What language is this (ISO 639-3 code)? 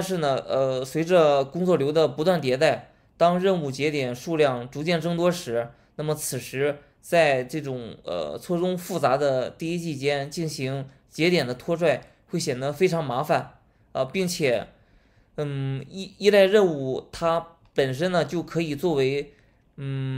zho